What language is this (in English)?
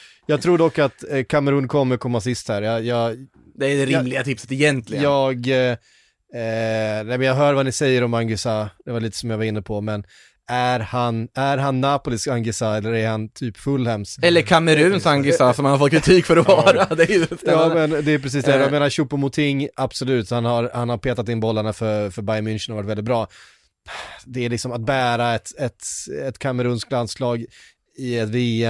Swedish